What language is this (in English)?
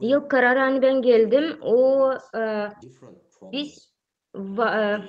Gagauz